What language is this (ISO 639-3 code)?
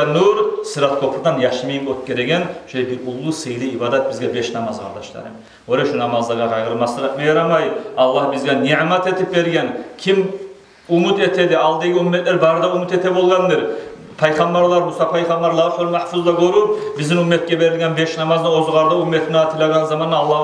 kum